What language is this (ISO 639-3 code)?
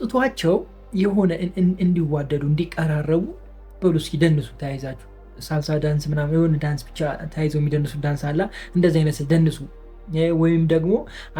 amh